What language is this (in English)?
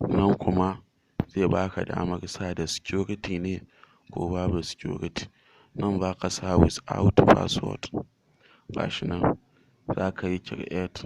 Hausa